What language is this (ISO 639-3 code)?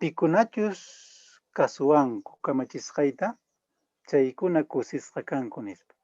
que